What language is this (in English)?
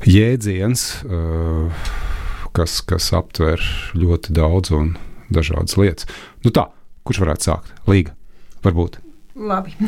Latvian